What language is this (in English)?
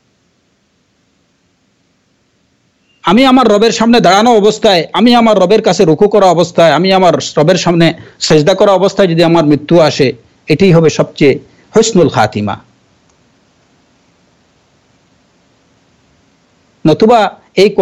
Bangla